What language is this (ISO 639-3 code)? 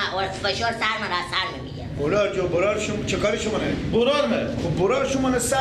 fas